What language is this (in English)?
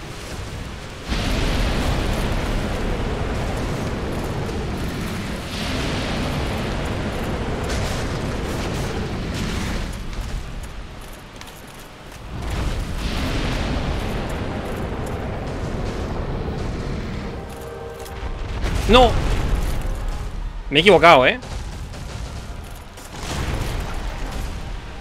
Spanish